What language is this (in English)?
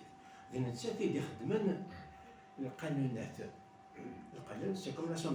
Kabyle